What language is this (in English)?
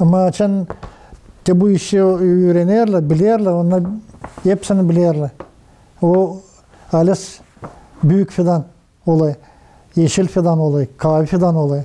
Gagauz